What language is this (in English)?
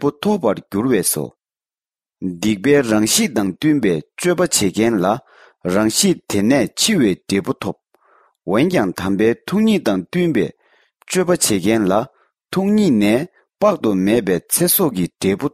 Tibetan